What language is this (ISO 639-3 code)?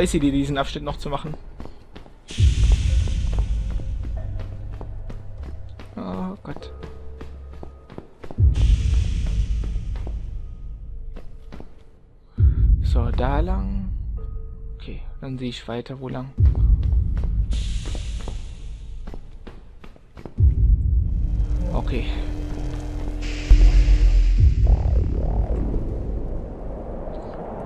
deu